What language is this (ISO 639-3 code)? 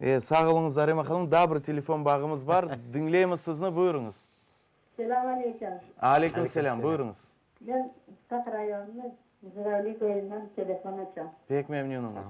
crh